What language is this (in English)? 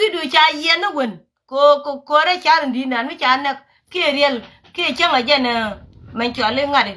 Nuer